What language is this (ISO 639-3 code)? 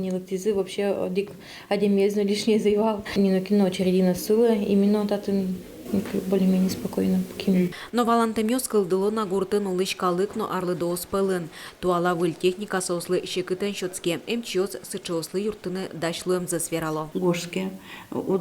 udm